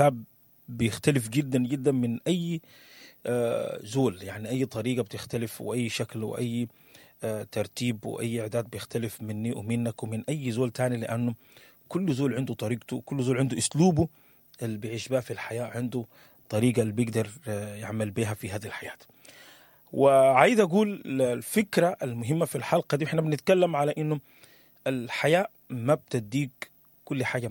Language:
Sudanese Arabic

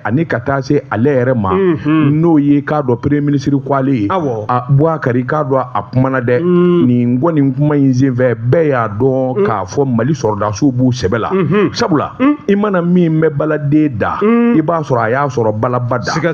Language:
Bambara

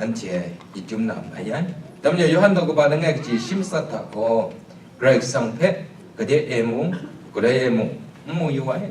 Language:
Kachin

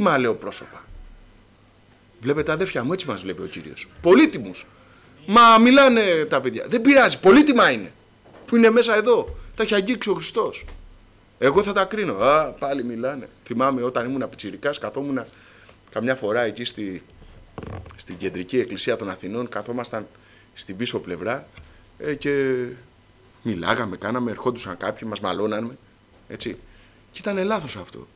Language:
Greek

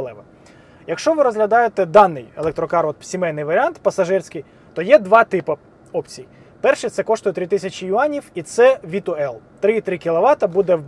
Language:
Ukrainian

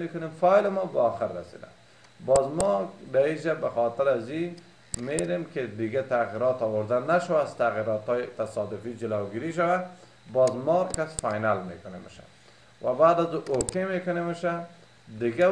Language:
Persian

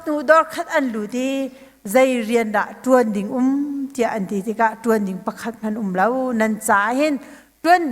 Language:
Hakha Chin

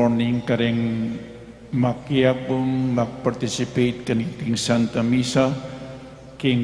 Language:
Pampanga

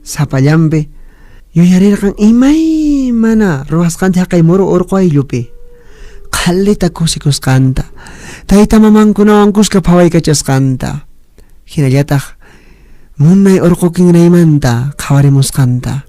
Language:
Puno Quechua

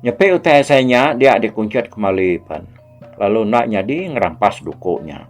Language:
Iban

